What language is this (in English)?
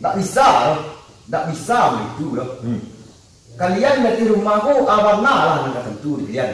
Minangkabau